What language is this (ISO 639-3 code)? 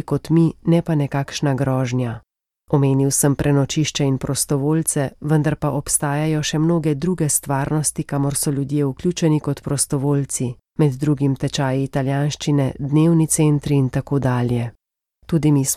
slv